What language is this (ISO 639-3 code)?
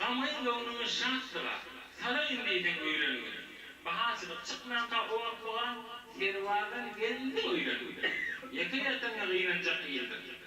tuk